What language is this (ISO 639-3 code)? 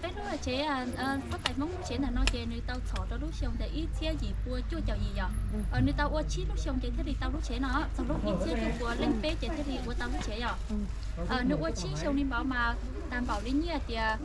hmn